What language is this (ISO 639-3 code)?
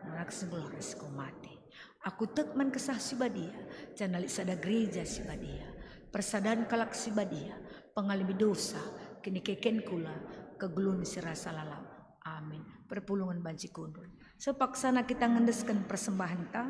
btx